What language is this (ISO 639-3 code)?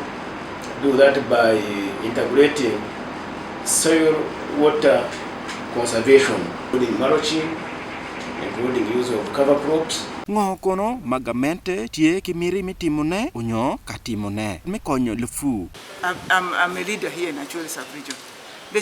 ach